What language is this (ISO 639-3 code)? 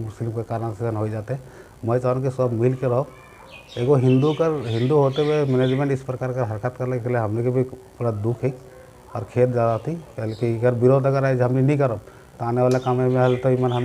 sck